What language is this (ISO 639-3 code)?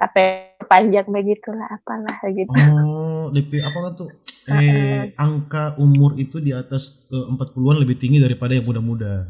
xmm